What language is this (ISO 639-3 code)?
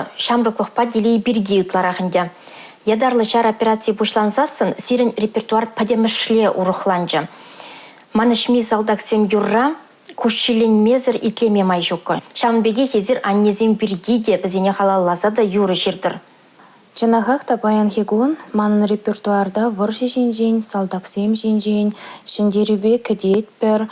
chv